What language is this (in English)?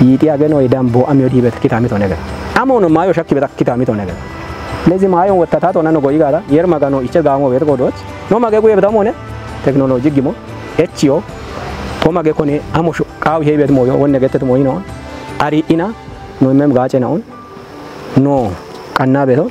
Kafa